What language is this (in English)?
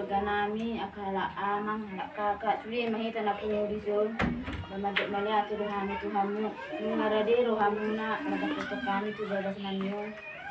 Batak Toba